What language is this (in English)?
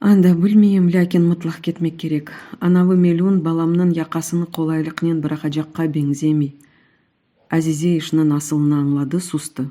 Crimean Tatar